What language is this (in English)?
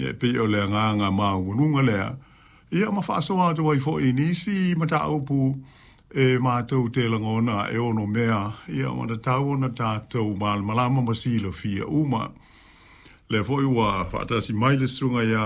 Samoan